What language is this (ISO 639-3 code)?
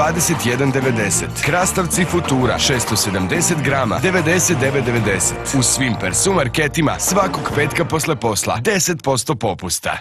srp